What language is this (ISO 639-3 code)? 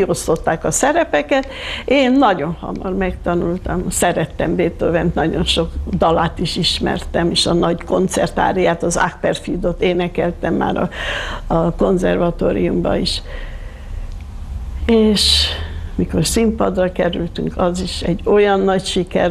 hun